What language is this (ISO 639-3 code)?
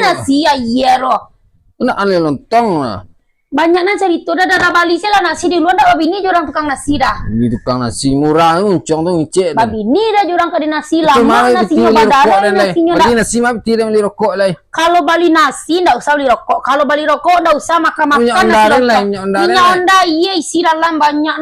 min